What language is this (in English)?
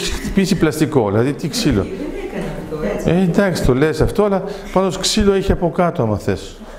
Greek